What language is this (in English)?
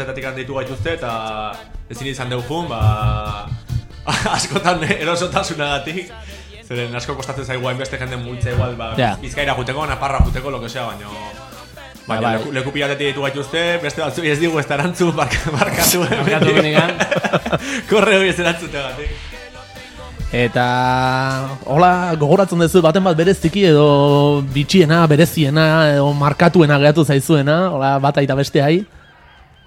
Basque